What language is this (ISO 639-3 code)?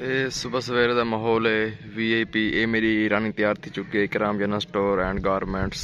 skr